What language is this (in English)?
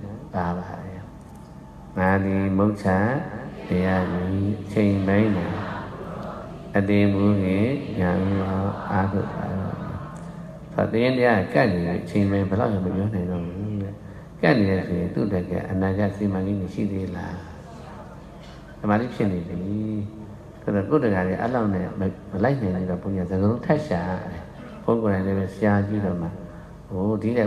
Burmese